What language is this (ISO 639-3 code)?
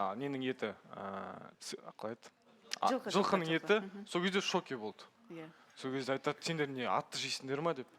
kaz